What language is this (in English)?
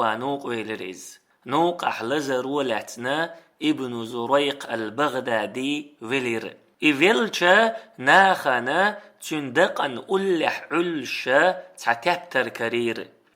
Chechen